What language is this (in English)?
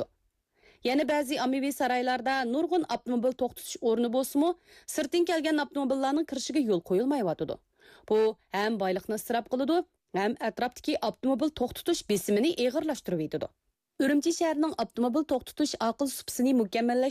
Uyghur